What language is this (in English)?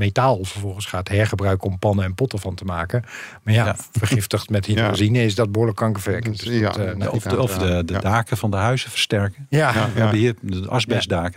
Dutch